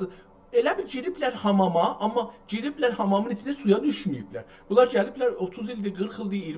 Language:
South Azerbaijani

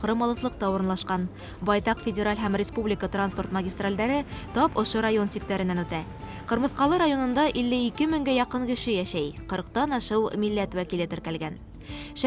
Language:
Bashkir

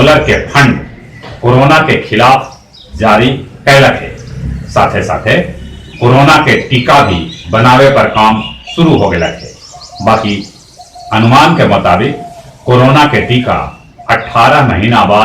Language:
Magahi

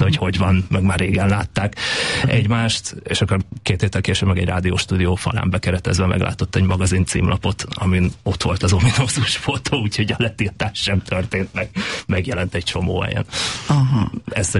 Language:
Hungarian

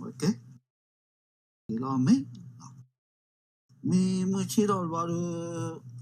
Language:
S'gaw Karen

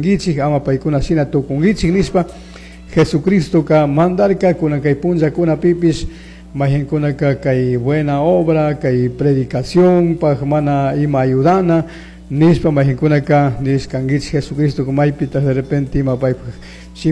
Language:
Chimborazo Highland Quichua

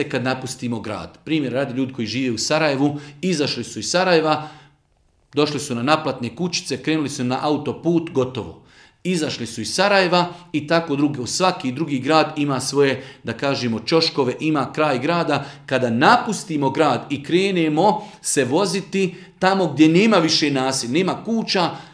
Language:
Bosnian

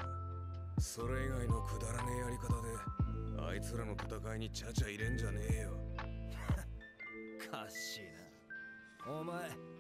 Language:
Japanese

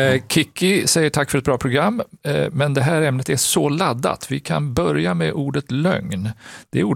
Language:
Swedish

